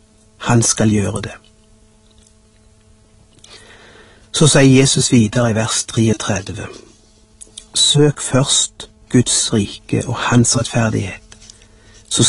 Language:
Norwegian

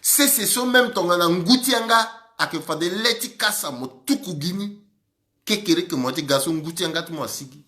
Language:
Sango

